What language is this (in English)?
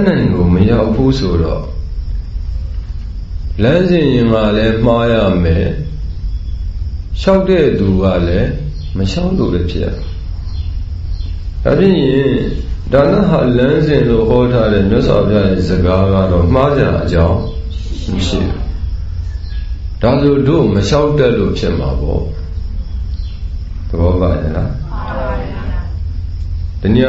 Burmese